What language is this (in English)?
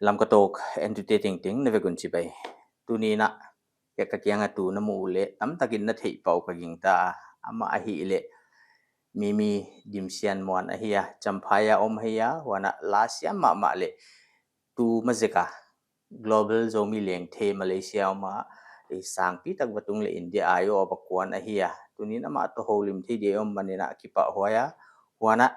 Paite Chin